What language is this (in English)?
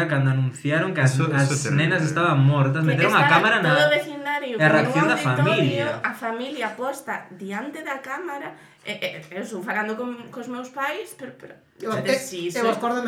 Galician